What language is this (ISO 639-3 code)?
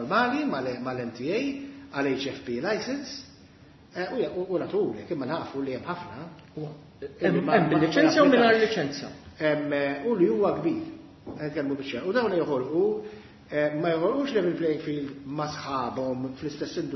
mlt